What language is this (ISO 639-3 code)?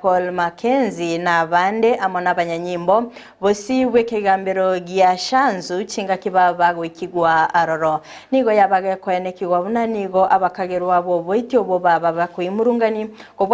guz